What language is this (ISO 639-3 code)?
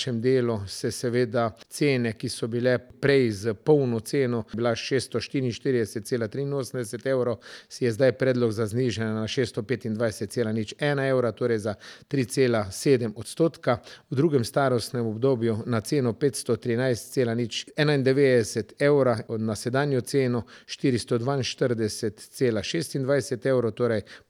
slv